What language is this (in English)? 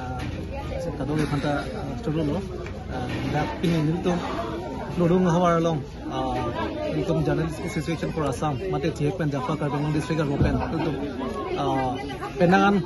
Karbi